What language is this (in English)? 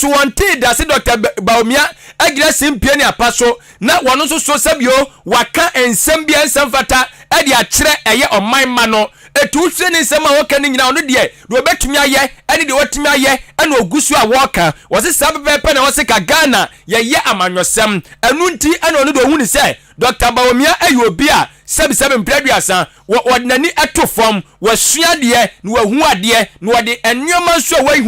Akan